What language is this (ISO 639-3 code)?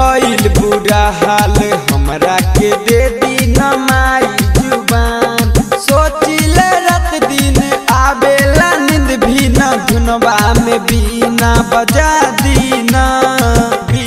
bho